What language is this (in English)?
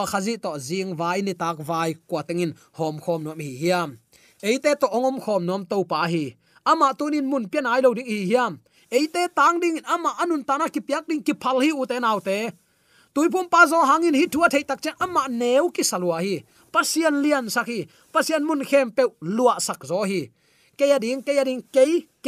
Tedim Chin